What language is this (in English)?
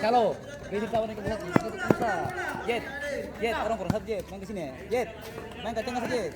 Ambonese Malay